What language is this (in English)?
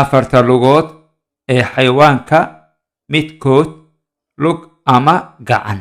Somali